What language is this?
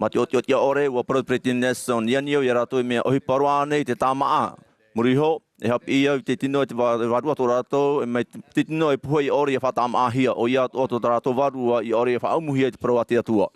Tahitian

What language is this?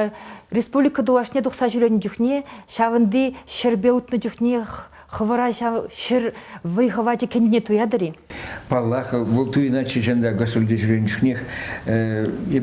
Chuvash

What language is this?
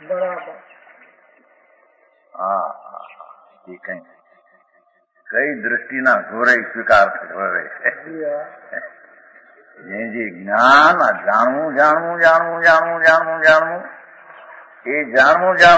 Gujarati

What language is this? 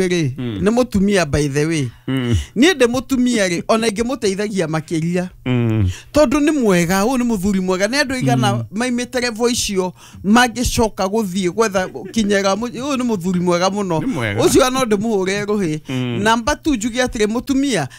Kikuyu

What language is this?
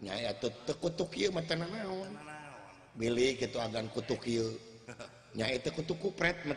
Sundanese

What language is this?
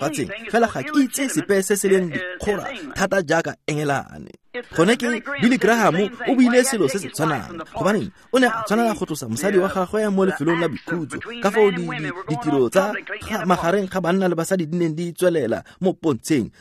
Tswana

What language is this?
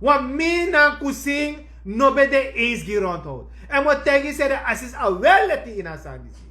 Sranan Tongo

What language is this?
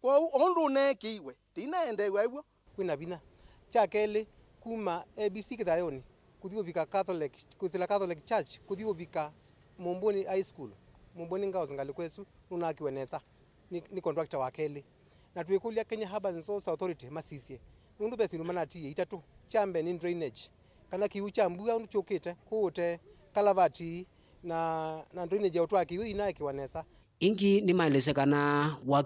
Kamba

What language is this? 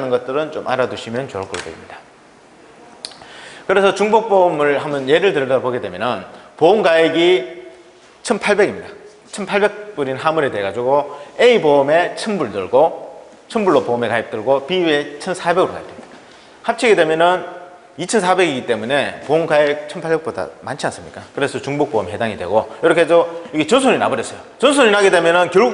Korean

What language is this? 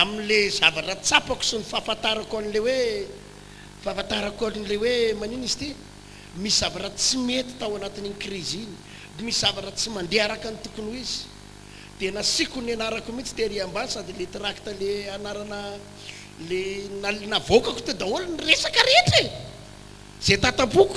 Malagasy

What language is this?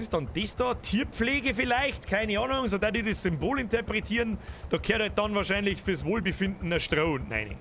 Bavarian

